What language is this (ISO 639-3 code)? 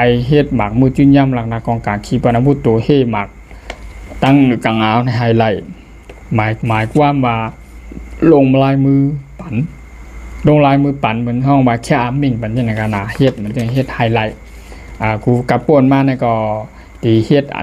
shn